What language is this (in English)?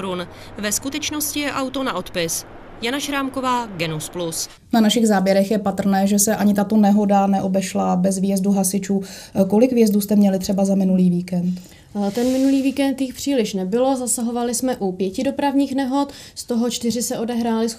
Czech